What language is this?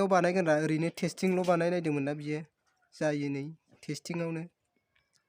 Bodo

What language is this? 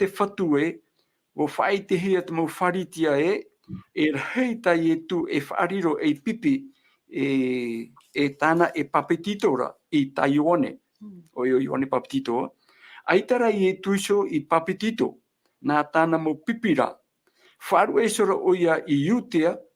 Tahitian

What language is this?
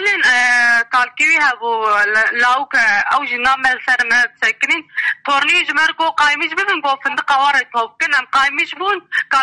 Kurdish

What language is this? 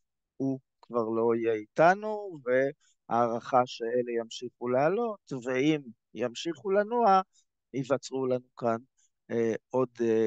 Hebrew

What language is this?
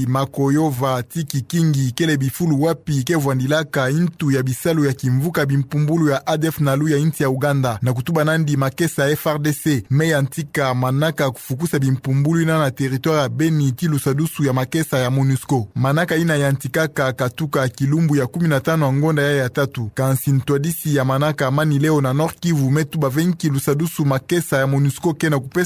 Kituba (Democratic Republic of Congo)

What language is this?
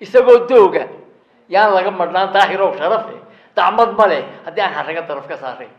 Somali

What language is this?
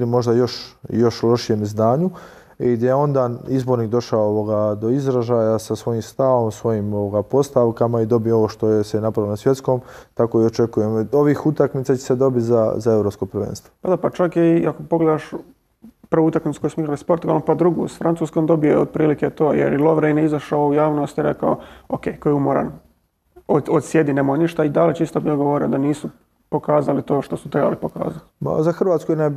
Croatian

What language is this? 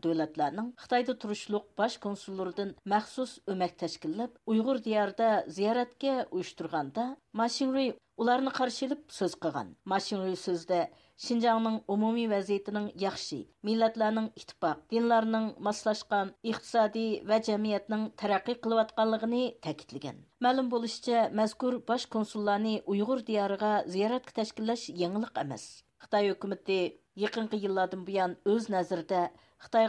Uyghur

